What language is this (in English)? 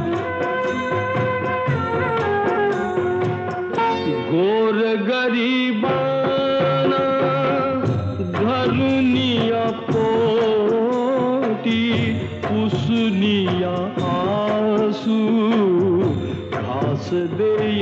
Marathi